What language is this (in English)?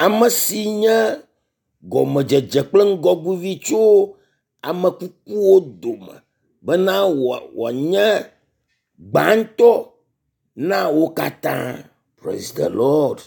Ewe